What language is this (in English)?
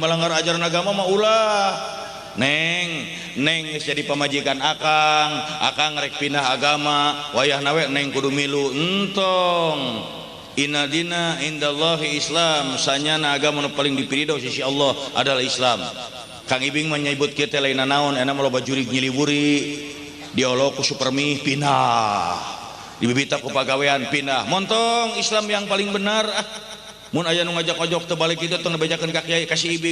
Sundanese